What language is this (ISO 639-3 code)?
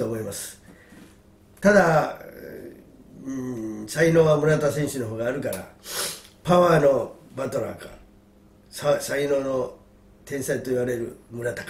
jpn